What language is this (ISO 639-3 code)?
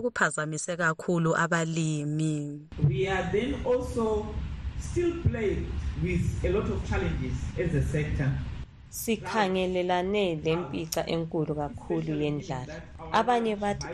nde